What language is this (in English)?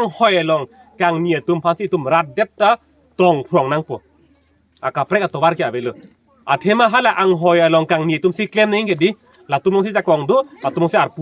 Karbi